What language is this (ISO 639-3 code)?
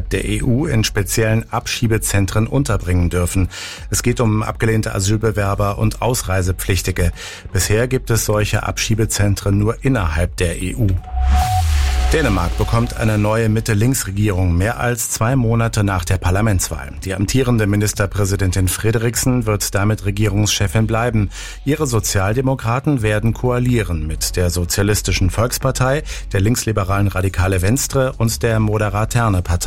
deu